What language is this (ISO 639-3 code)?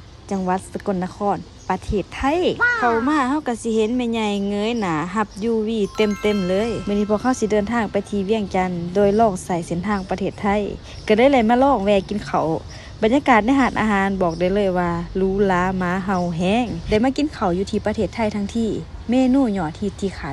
lao